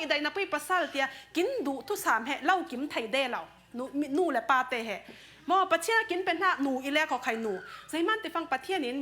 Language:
Falam Chin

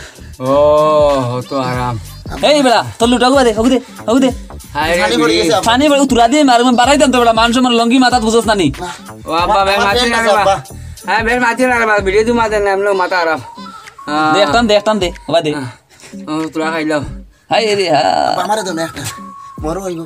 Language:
Sylheti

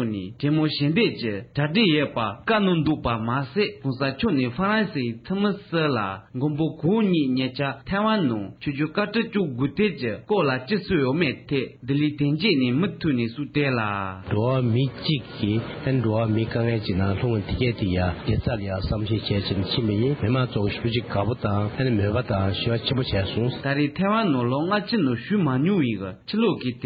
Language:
Tibetan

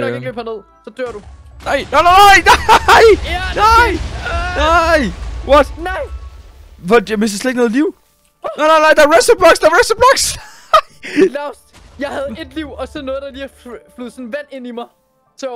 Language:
Danish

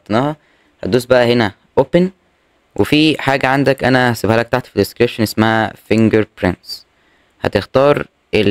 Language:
Egyptian Arabic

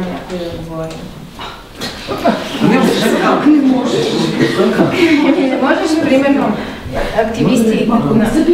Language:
Bulgarian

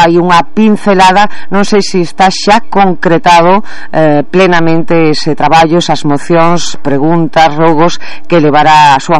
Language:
Galician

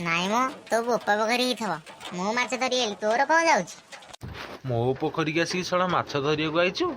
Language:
Odia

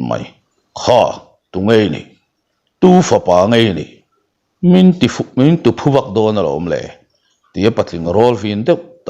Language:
Mizo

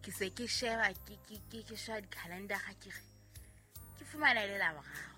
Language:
Southern Sotho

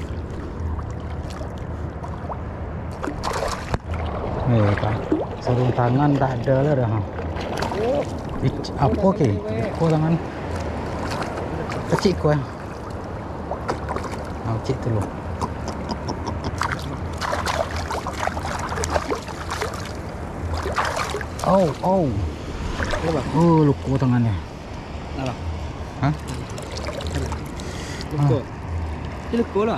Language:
Malay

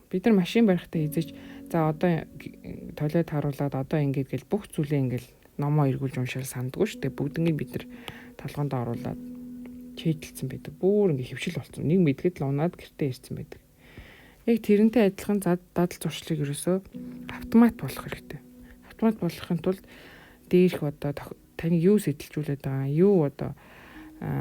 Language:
Mongolian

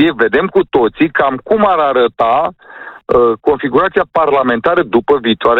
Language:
Romanian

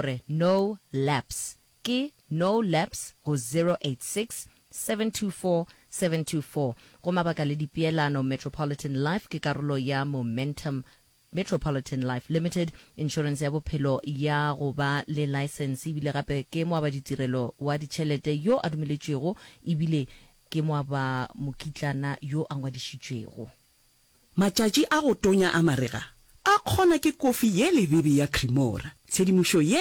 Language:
Northern Sotho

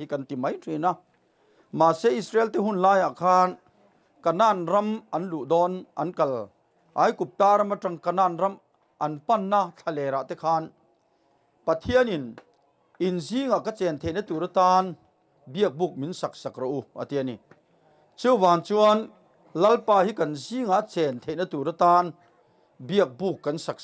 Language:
Mizo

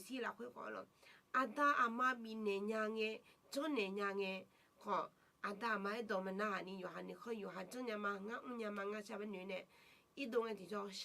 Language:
Akha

